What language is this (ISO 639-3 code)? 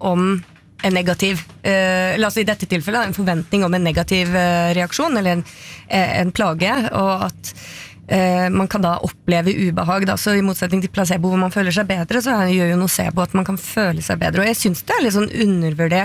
nor